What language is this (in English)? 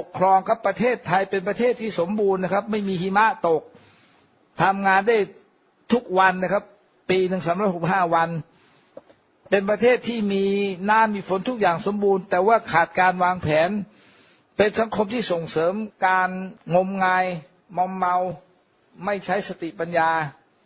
Thai